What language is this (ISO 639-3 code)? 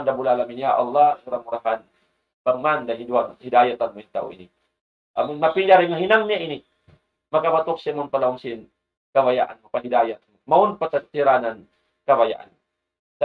tsg